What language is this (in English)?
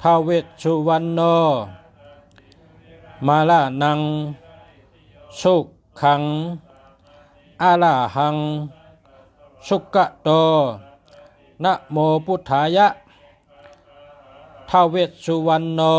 Shan